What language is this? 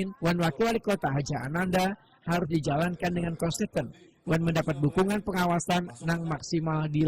Banjar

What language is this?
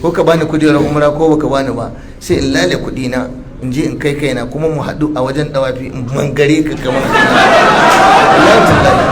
Hausa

